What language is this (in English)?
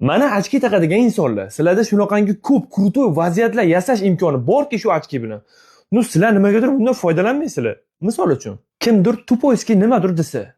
Uzbek